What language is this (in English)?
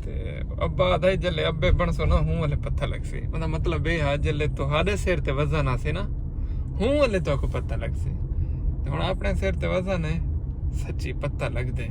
Saraiki